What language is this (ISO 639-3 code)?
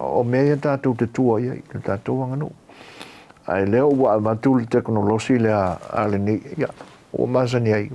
smo